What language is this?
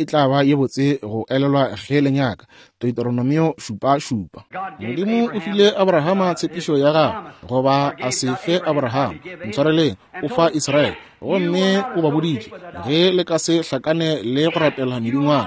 Northern Sotho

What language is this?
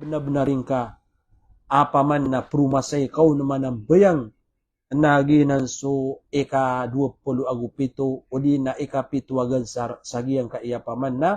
Maranao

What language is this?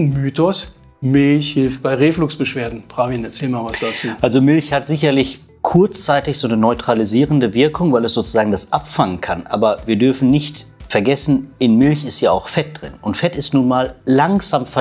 German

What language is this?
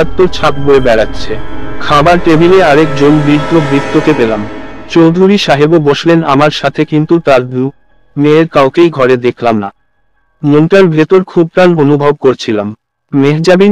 Bangla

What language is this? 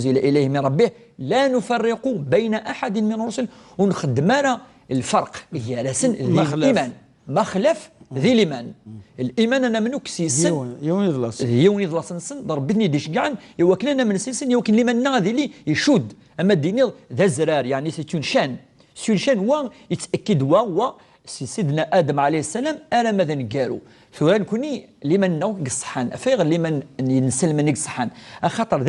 Kabyle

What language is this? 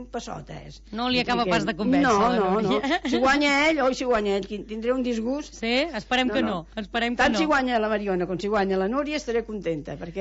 Catalan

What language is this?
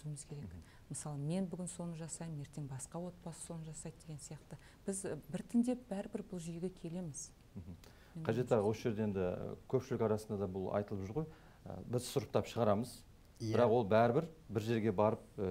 Kazakh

